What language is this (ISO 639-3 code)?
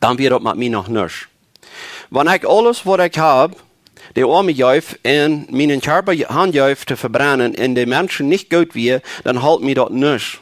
pdt